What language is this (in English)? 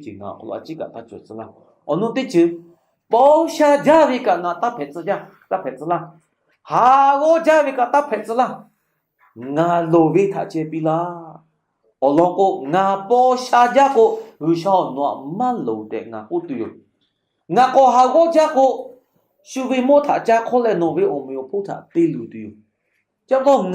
Lahu